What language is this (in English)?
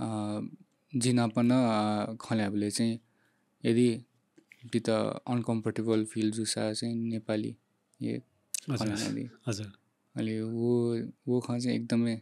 Newari